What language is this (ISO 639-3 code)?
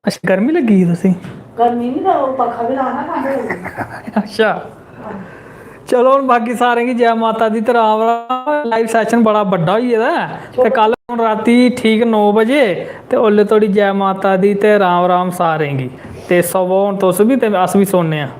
doi